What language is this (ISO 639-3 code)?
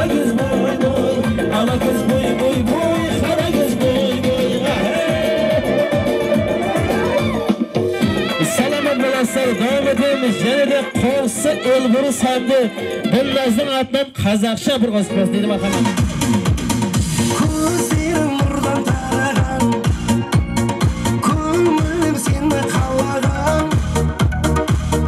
kaz